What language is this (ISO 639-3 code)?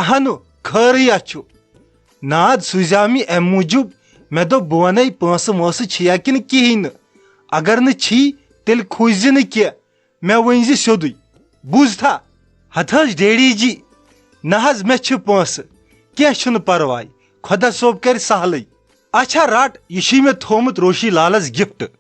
kas